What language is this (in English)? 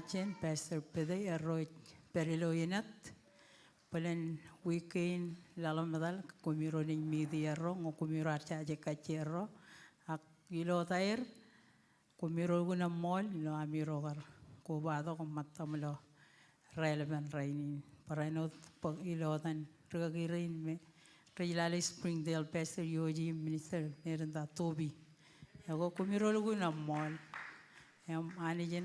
Marshallese